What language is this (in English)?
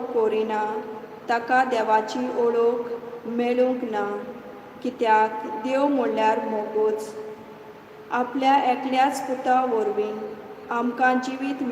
Konkani